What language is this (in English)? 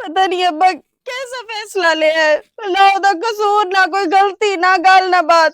Western Panjabi